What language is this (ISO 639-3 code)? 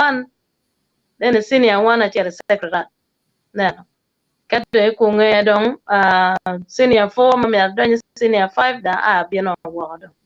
ach